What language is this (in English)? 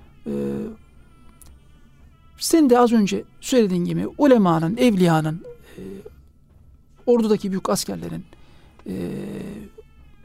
Turkish